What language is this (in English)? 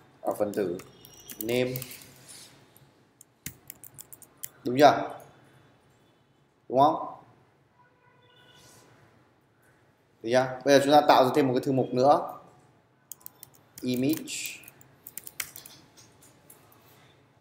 Vietnamese